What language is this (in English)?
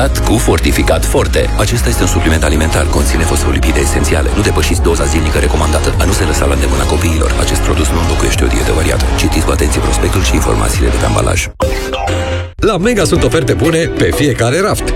Romanian